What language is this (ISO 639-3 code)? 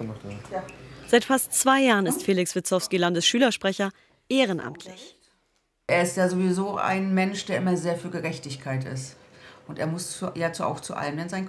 deu